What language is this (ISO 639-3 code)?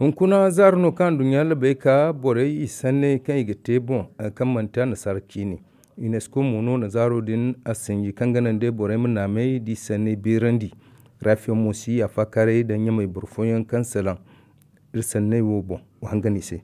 dje